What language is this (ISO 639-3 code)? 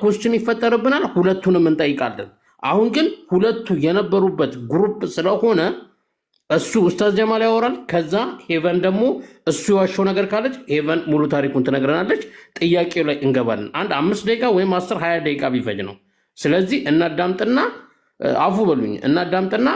amh